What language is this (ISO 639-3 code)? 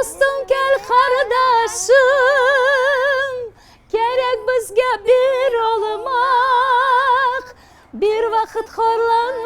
crh